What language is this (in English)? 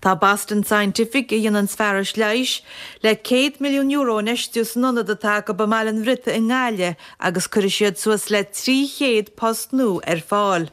Irish